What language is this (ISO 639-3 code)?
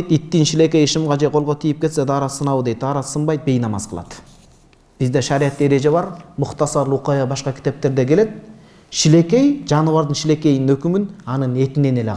kir